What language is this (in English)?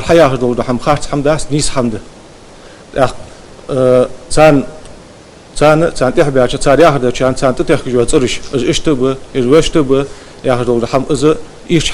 Ingush